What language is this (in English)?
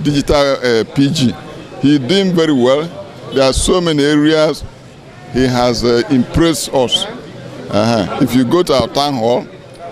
Igbo